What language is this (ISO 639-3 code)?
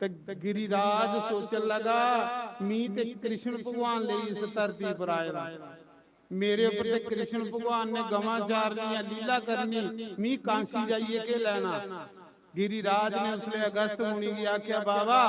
doi